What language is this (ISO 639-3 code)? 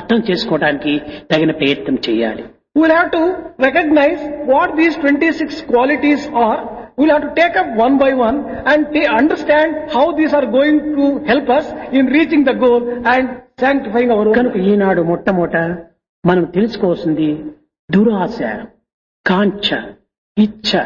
tel